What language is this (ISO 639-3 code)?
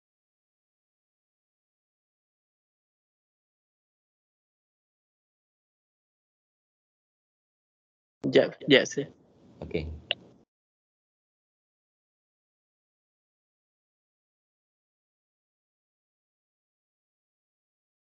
msa